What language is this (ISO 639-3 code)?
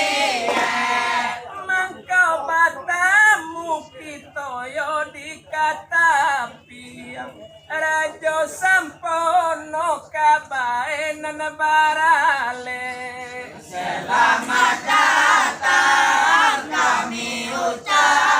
min